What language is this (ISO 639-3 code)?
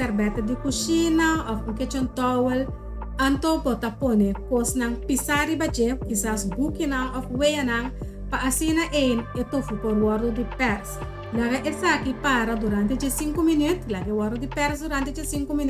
pap